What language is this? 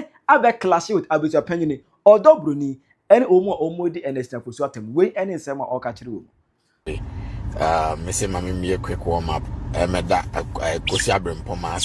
Akan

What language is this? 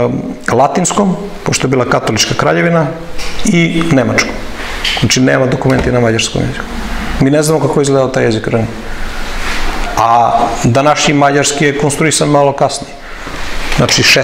Serbian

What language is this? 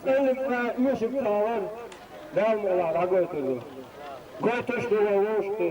Chechen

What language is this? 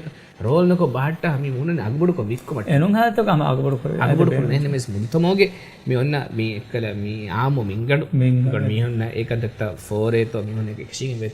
Divehi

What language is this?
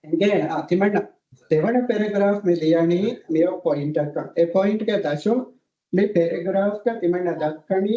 Divehi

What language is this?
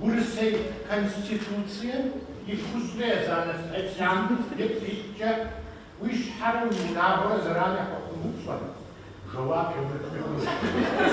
Kabardian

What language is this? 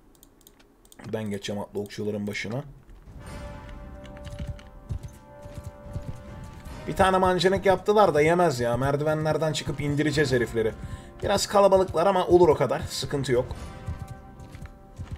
Turkish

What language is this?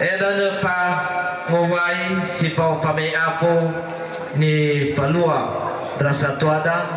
Nias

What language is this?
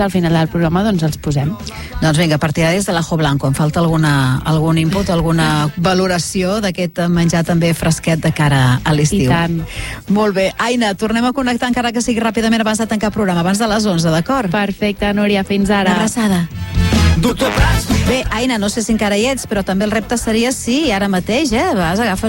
Catalan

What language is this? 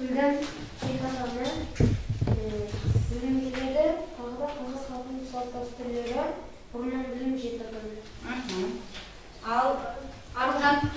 Kazakh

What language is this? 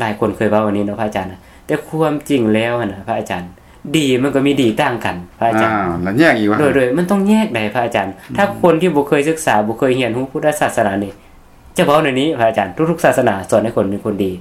Lao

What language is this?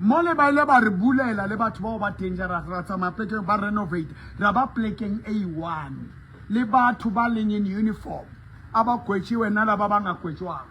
Southern Sotho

